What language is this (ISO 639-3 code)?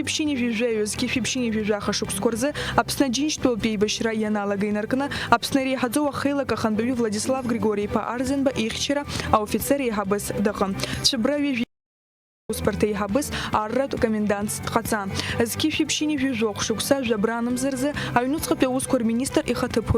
abk